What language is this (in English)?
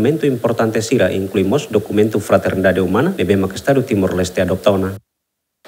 Tetum